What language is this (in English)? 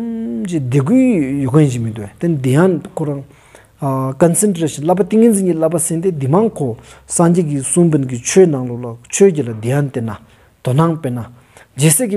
Stod Bhoti